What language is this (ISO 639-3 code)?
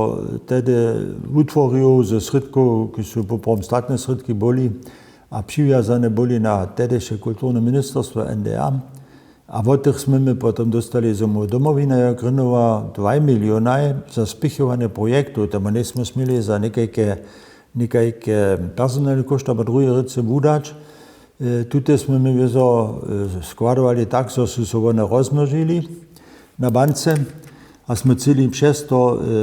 hsb